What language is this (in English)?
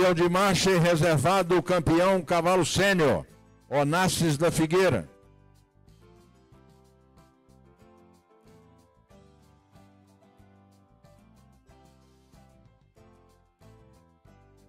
Portuguese